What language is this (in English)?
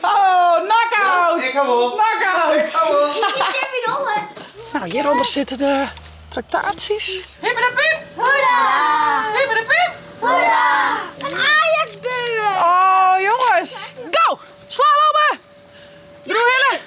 Western Frisian